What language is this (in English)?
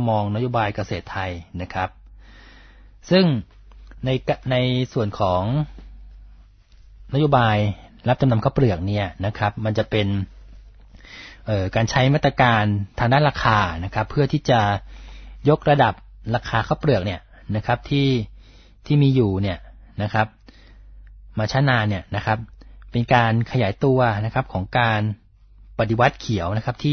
Thai